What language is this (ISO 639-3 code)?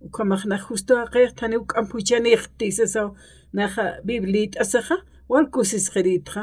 aym